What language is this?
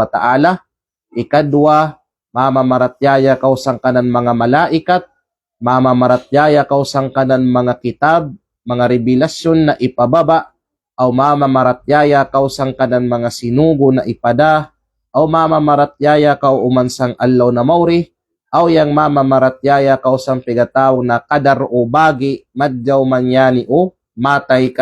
Kalagan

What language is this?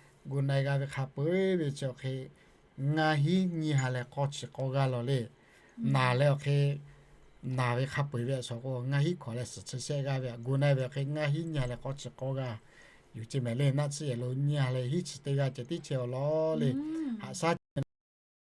Lahu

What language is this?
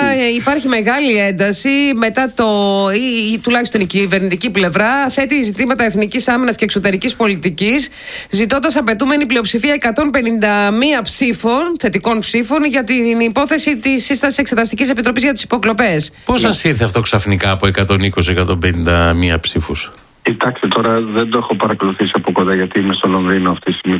Greek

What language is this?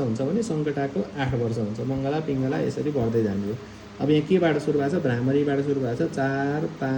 Nepali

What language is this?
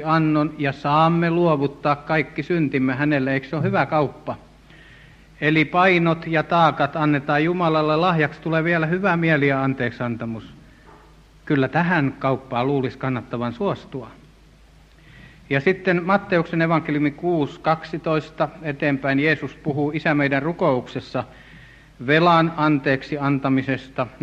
Finnish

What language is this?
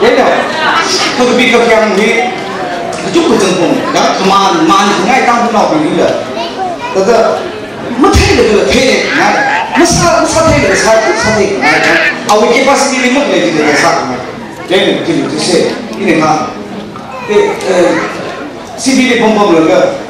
Tangkhul Naga (India)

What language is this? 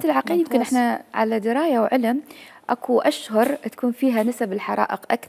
Mesopotamian Arabic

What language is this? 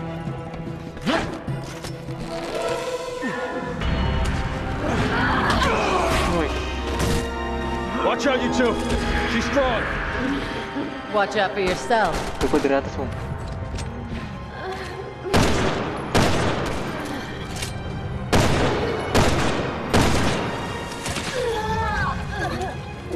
Indonesian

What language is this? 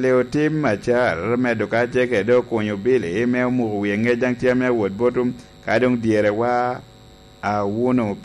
Lango (Uganda)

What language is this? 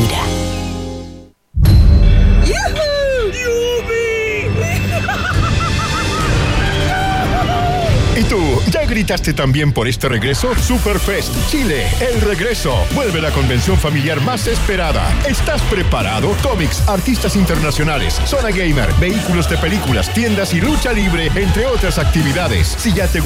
Spanish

